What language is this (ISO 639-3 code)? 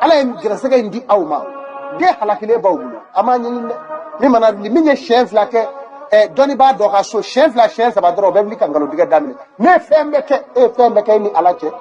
bam